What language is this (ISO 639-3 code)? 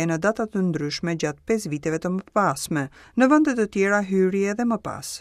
sqi